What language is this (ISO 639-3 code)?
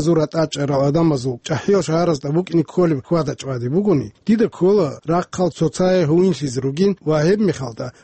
ava